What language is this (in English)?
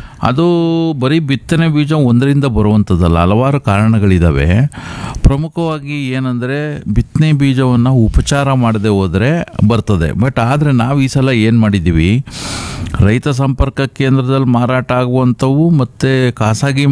Kannada